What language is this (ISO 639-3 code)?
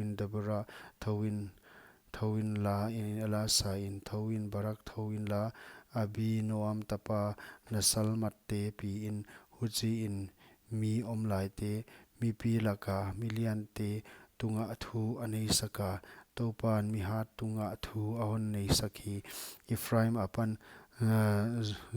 pck